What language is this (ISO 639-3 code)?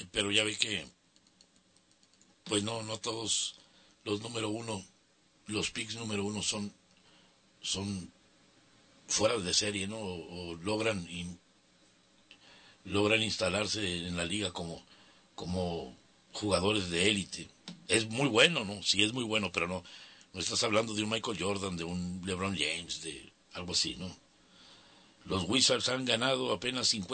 spa